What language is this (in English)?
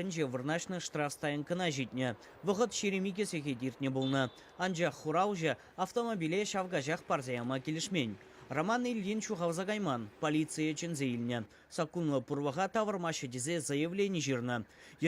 Chuvash